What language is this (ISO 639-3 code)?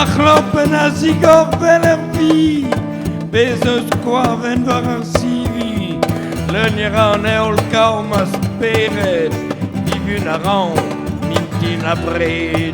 bre